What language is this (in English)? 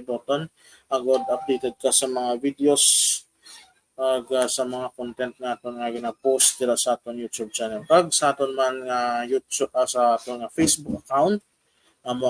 Hiligaynon